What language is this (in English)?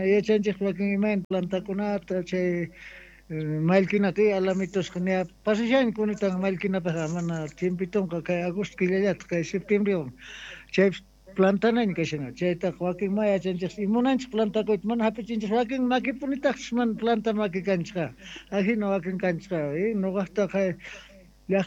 South Bolivian Quechua